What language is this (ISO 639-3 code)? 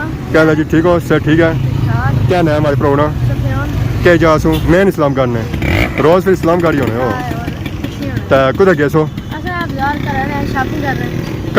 phr